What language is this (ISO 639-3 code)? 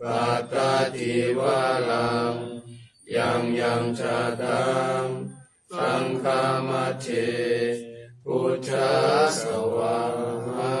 pli